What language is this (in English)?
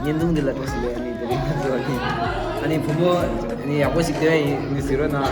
Tibetan